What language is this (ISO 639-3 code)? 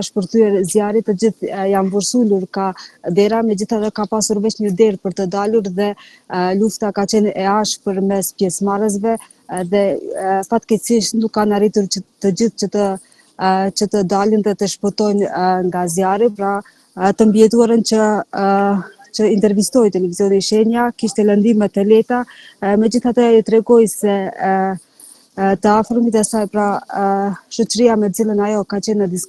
sqi